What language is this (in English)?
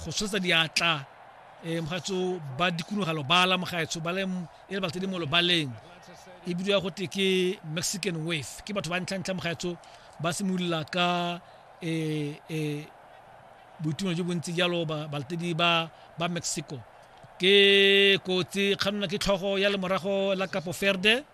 Tswana